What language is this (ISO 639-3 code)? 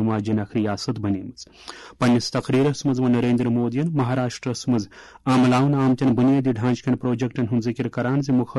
kas